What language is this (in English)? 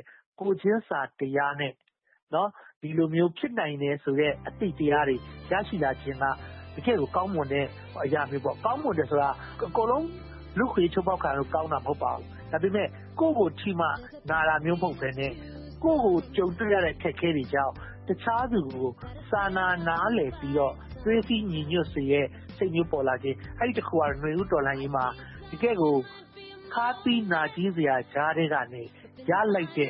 Burmese